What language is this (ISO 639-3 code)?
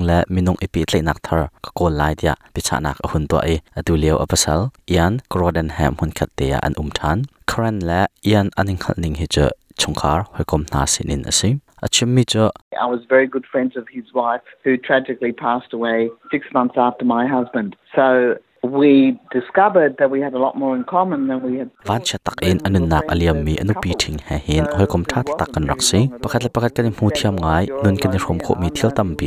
cnh